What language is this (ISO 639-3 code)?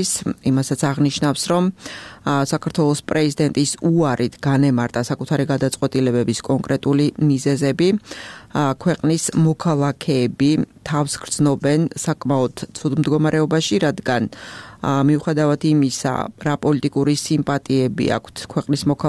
kat